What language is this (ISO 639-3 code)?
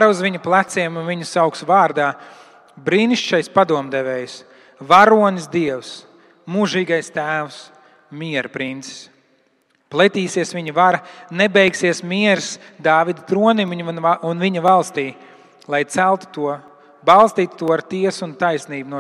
lav